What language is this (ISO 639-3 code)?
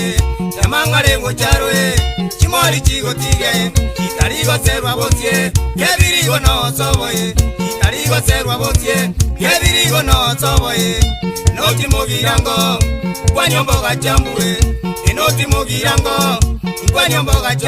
guz